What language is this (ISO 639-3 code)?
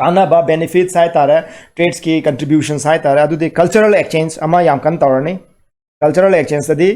mni